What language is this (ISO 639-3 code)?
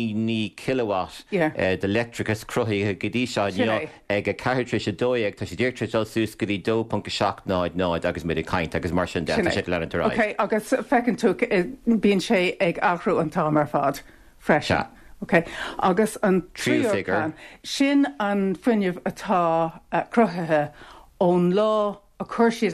gle